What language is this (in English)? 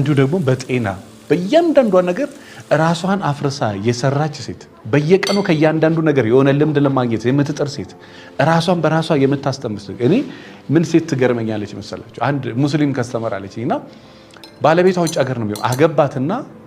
Amharic